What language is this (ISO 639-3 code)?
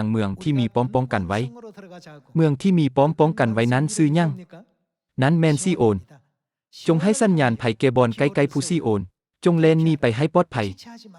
lao